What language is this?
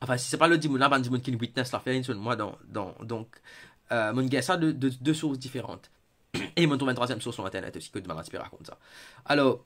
Morisyen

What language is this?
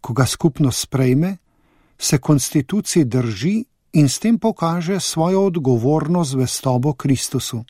Slovenian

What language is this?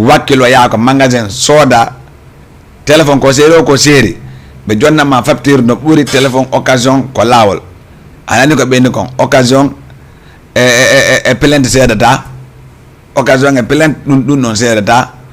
Fula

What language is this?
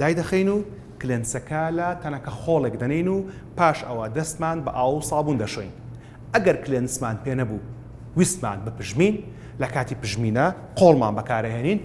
Central Kurdish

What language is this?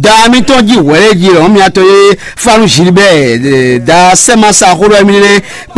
Fon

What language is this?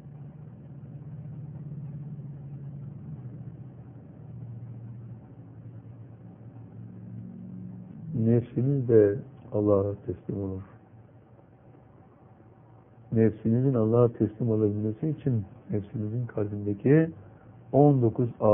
Turkish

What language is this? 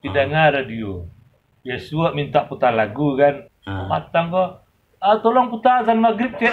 Minangkabau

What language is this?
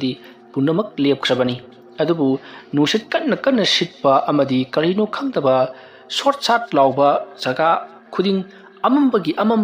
Manipuri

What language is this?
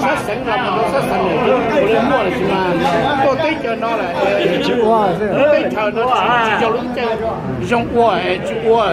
Hmong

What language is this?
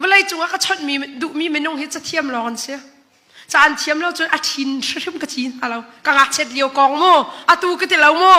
Hakha Chin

